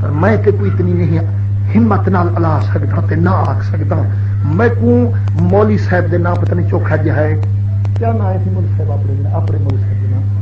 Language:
Saraiki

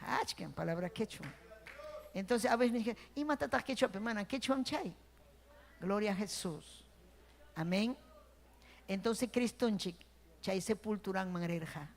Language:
Ayacucho Quechua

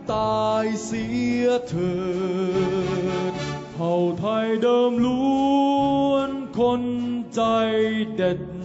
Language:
Thai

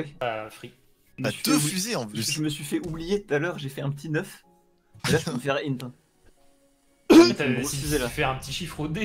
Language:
French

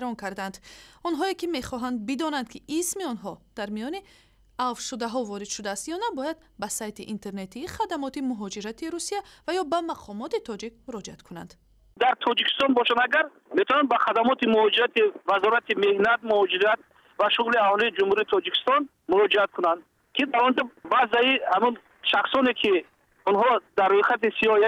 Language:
Tajik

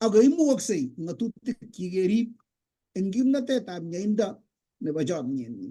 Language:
Kalenjin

